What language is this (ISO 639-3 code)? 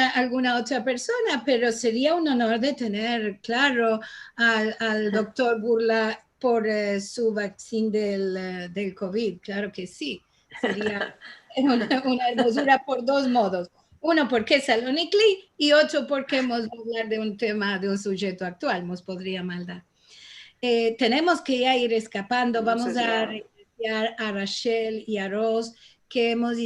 lad